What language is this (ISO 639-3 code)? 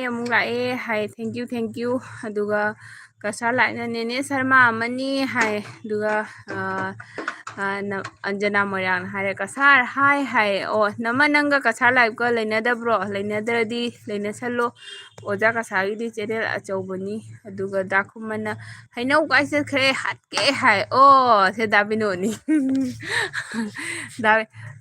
mni